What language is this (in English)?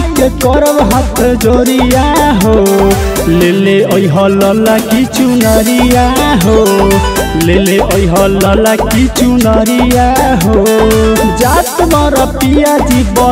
Bhojpuri